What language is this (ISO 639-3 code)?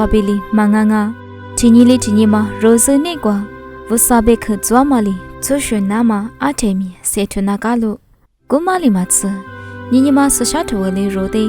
lis